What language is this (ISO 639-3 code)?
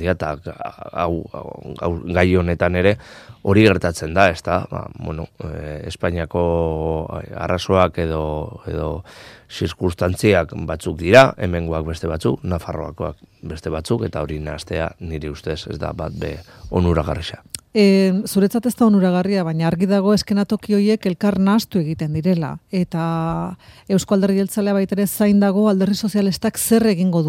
eus